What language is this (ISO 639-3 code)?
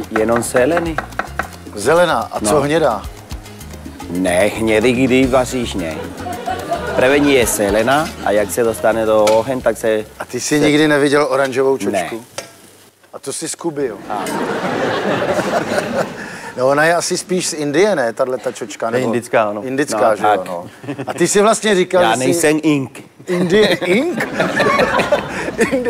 ces